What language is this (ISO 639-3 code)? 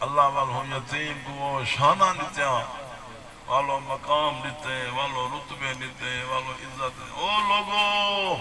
skr